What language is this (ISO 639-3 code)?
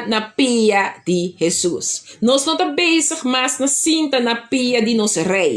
pap